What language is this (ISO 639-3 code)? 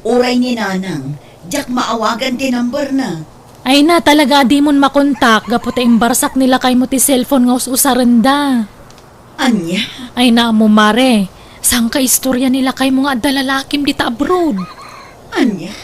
ilo